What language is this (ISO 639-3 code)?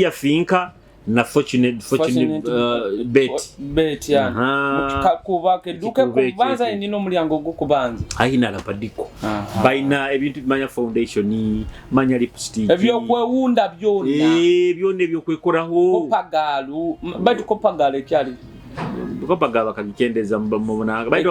nyo